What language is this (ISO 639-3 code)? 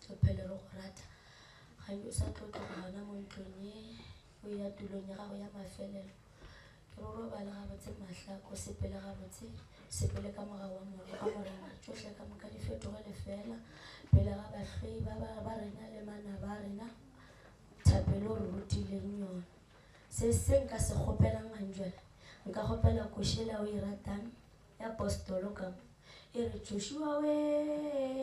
nso